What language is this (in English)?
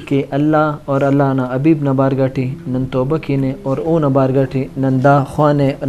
Brahui